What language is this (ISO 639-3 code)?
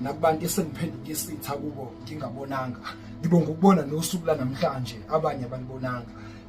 zul